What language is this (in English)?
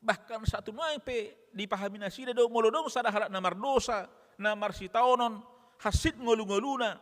Batak Toba